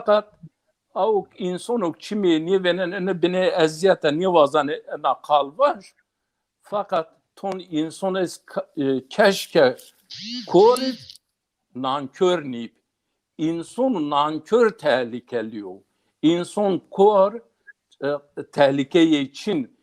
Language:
Zaza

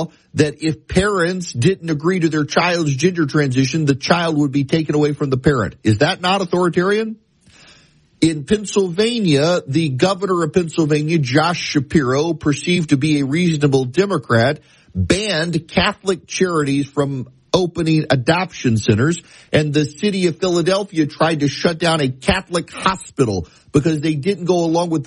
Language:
English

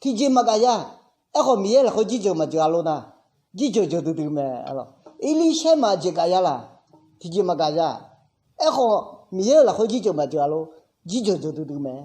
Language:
Akha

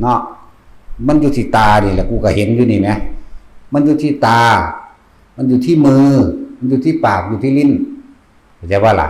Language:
Northeastern Thai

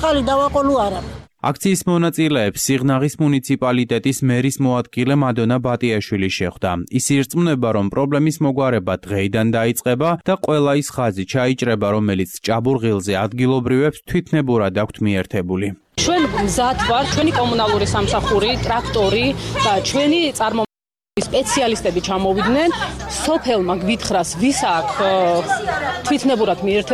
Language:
Georgian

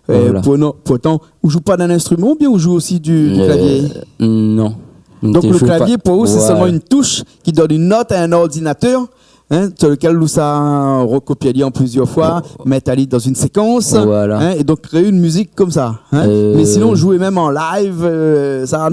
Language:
Réunion Creole French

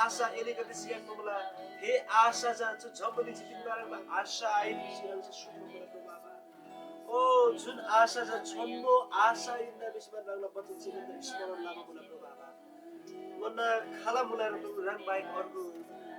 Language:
Eastern Tamang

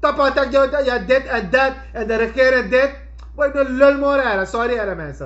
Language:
Sranan Tongo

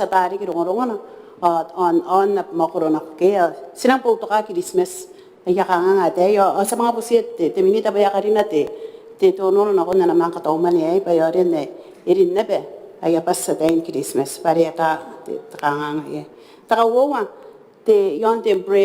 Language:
Gilbertese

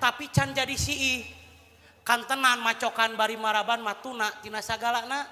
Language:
Sundanese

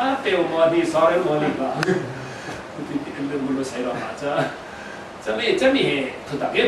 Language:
Falam Chin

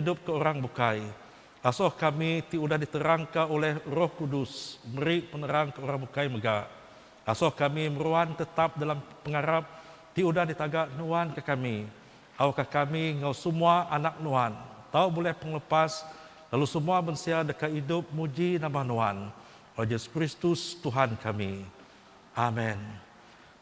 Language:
Iban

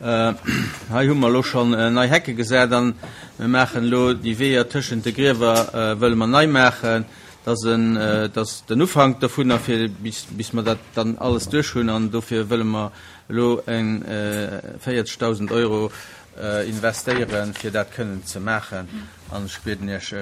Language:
Luxembourgish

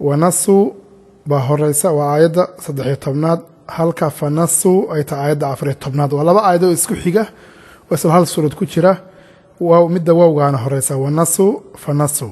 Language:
Somali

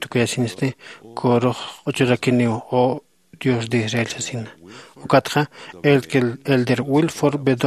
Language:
Aymara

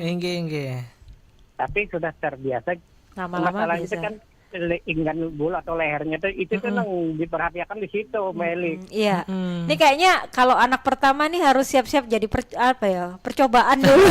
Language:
Banjar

